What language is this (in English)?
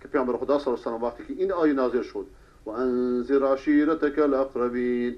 Persian